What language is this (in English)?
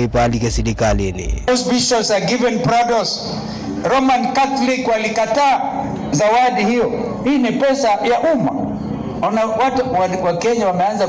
Kamba